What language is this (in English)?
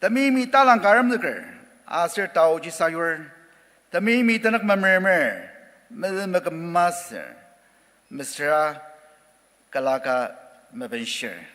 Ao Naga